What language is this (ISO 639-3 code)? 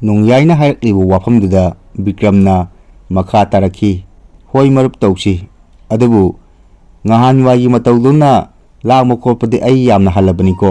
mni